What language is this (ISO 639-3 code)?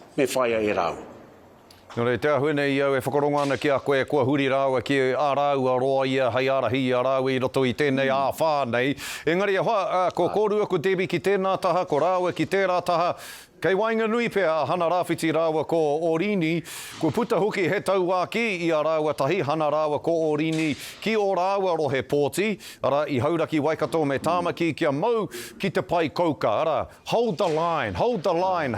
mri